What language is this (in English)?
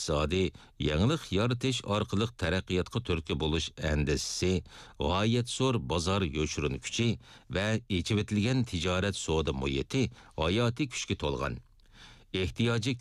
Uyghur